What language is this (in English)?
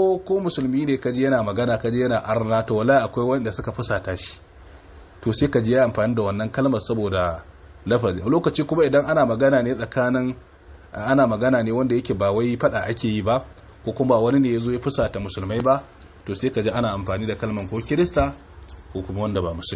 Hausa